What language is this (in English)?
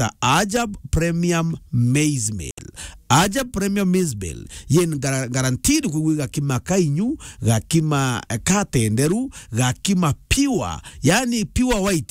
Meru